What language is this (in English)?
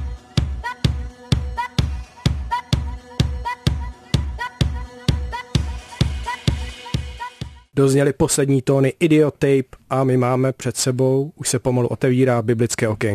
Czech